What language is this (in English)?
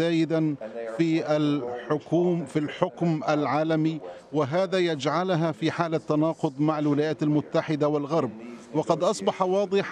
Arabic